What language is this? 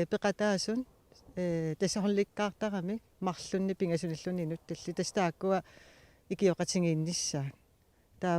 Kalaallisut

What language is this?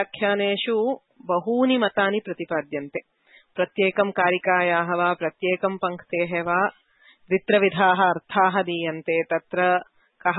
Sanskrit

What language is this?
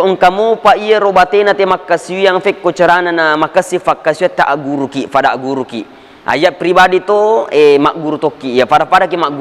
Buginese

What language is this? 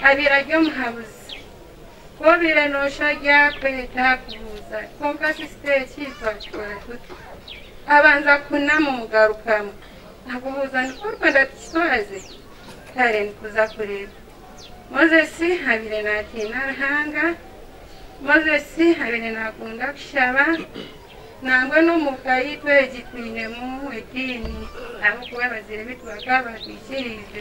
Kinyarwanda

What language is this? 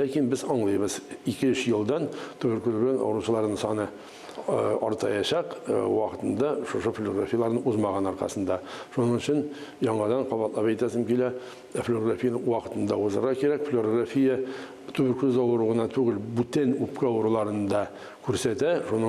Tatar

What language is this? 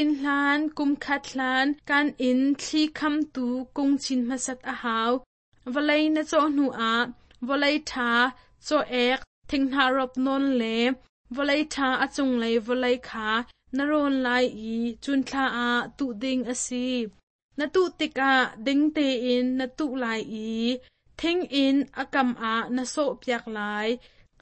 Hakha Chin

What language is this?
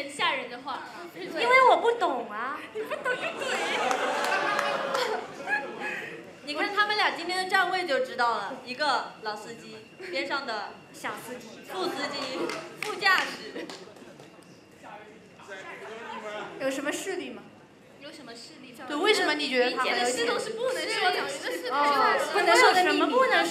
Chinese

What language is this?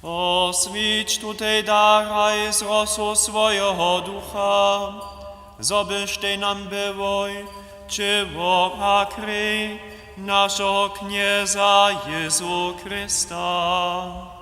Upper Sorbian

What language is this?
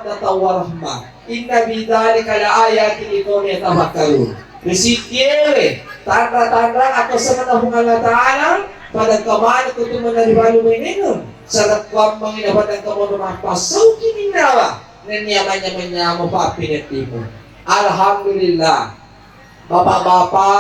Buginese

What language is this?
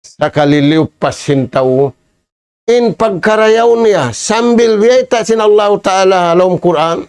Tausug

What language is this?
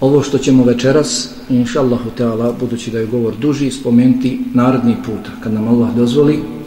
Bosnian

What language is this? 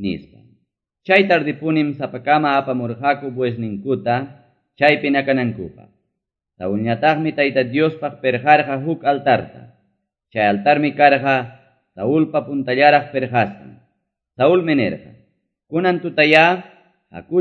Quechua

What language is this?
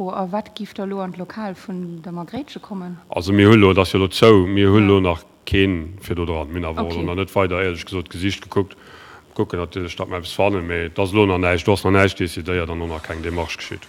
Luxembourgish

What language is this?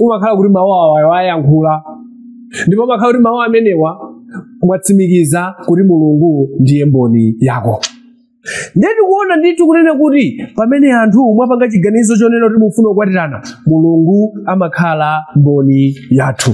Nyanja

